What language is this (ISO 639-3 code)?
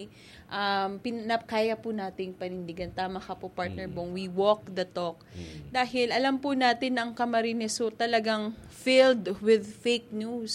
bik